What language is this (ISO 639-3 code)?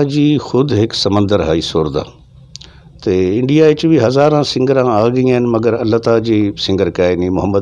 skr